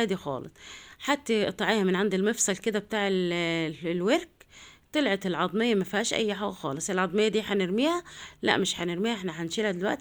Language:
Egyptian Arabic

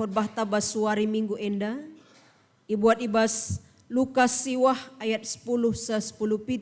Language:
Batak Karo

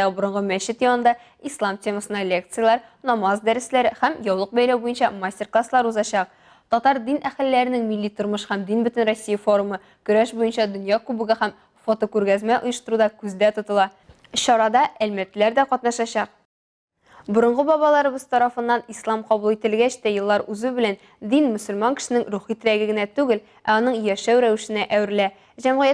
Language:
Tatar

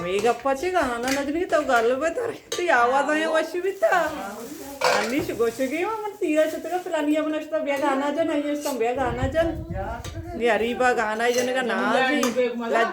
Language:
Baluchi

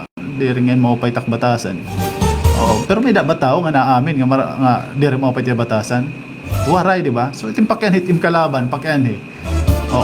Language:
Waray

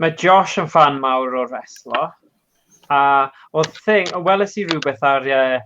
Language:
Welsh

